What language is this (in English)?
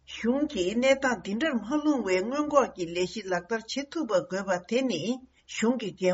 Tibetan